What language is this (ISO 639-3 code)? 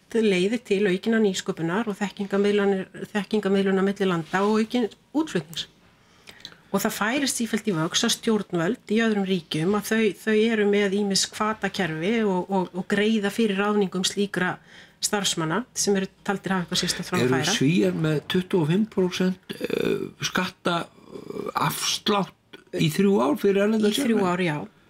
isl